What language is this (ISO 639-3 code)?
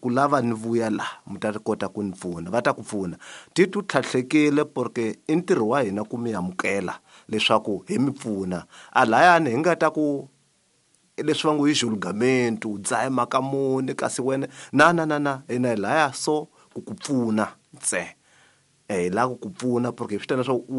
tso